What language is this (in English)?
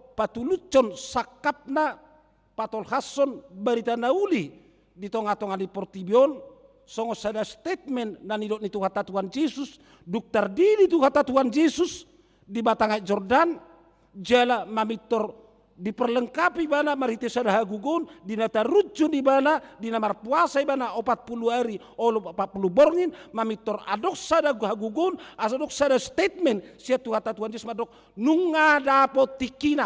Batak Toba